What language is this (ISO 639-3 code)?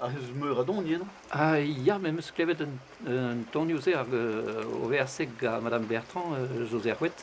bre